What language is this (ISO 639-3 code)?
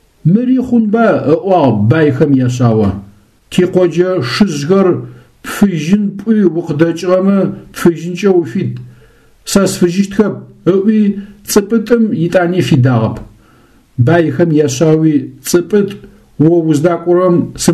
ady